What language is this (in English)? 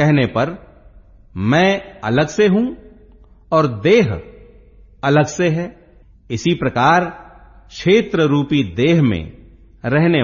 Hindi